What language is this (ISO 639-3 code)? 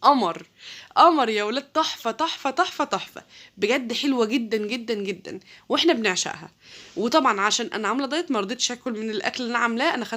arz